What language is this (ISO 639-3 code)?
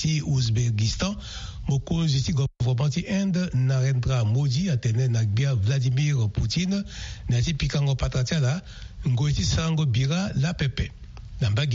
sag